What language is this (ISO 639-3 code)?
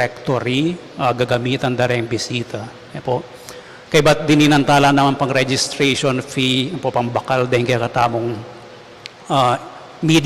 pam